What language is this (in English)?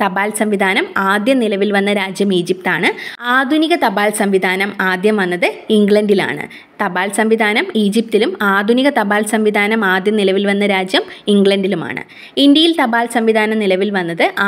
Malayalam